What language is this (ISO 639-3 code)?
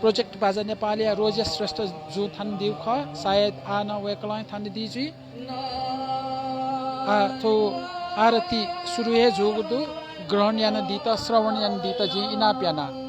new